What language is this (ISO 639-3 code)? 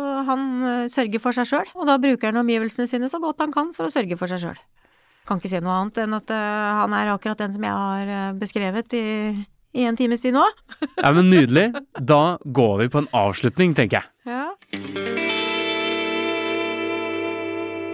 nor